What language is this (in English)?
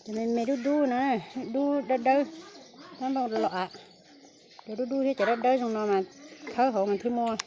Hmong